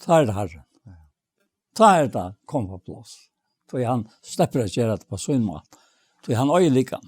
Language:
Faroese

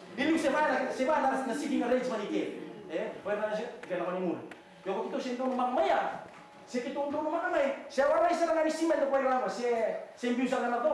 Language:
Fijian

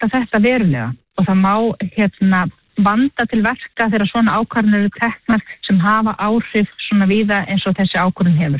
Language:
Icelandic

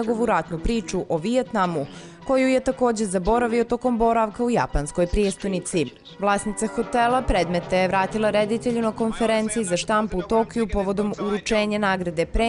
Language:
Bosnian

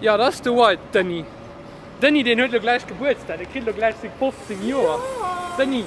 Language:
Luxembourgish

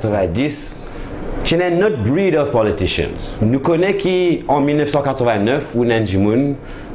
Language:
Morisyen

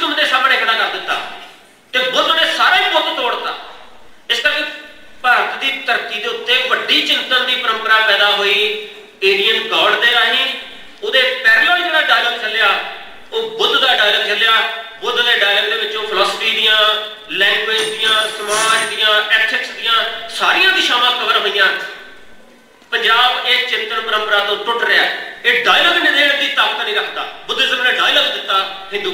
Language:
Punjabi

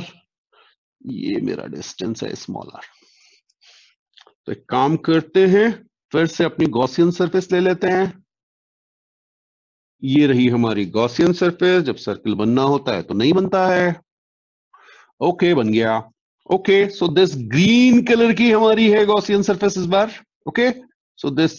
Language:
Hindi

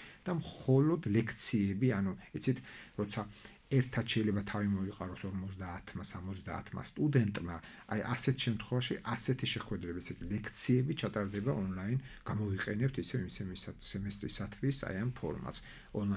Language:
Georgian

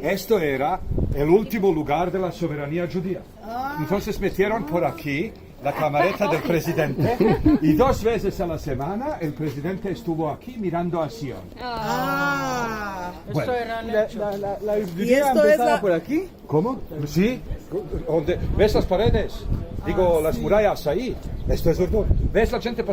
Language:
Ladino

